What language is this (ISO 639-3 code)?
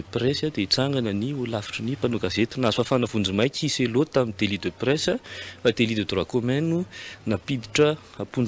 mlg